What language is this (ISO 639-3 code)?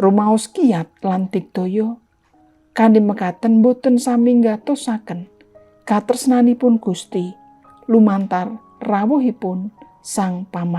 jav